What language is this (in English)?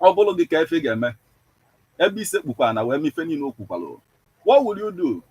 Igbo